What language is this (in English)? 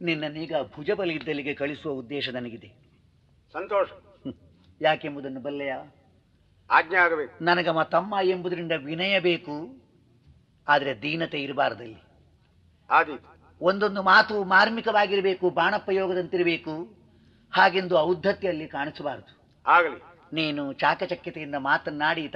Kannada